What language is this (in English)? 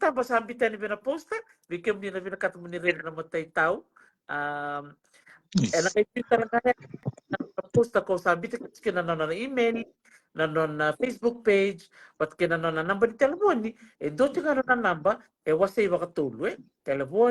Fijian